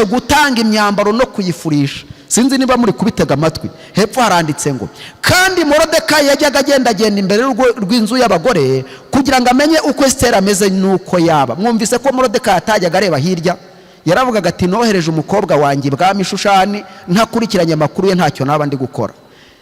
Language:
Kinyarwanda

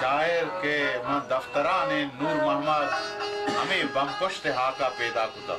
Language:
Baluchi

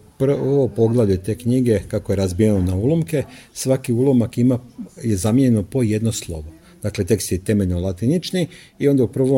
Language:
Croatian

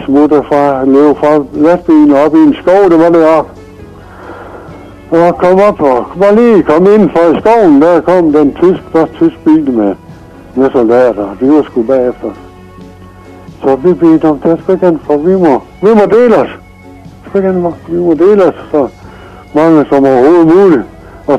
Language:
Danish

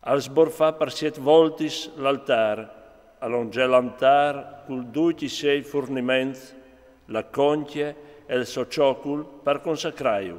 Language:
Friulian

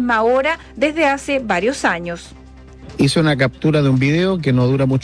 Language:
Spanish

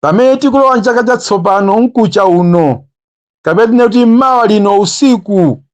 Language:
Nyanja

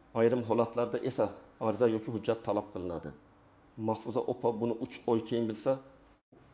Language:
Uzbek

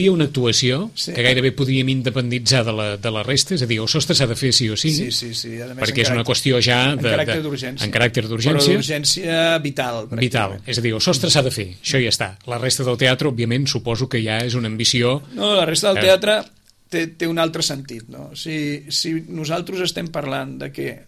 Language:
Catalan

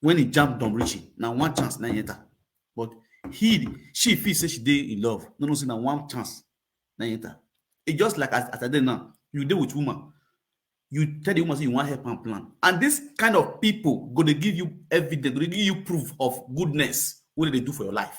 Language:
Nigerian Pidgin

